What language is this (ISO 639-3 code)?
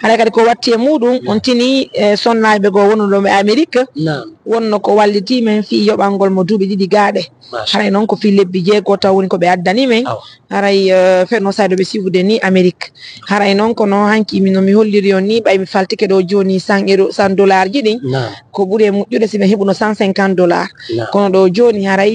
ful